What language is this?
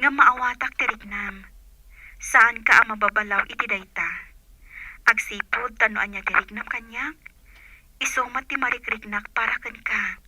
Iloko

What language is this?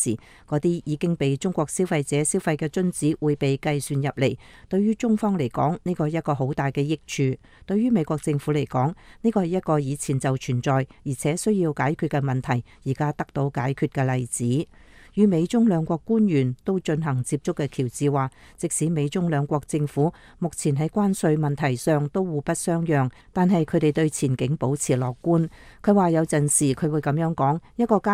Cantonese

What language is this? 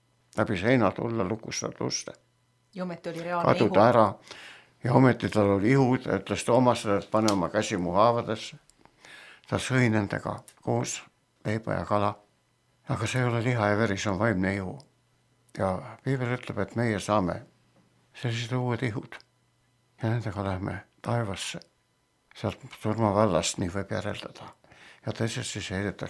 Estonian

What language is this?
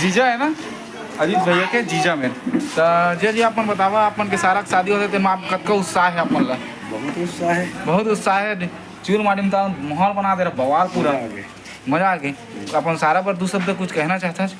Chhattisgarhi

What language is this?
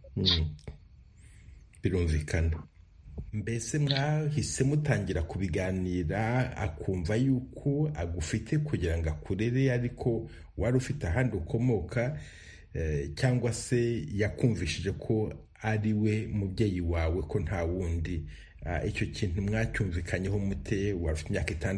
Kinyarwanda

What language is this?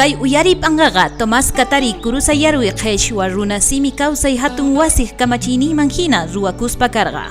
South Bolivian Quechua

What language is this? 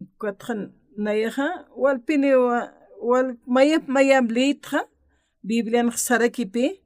Aymara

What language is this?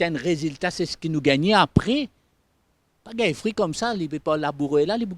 Morisyen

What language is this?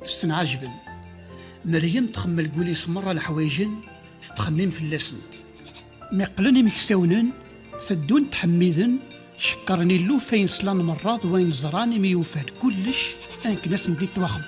Kabyle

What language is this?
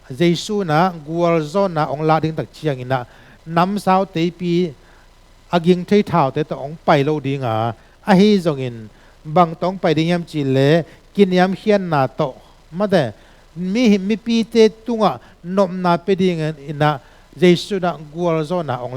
Tedim Chin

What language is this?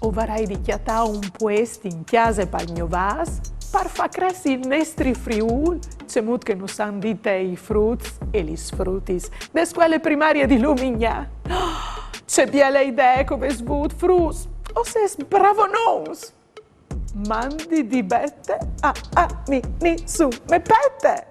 Friulian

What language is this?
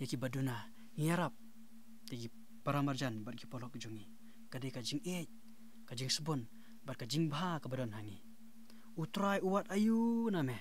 Khasi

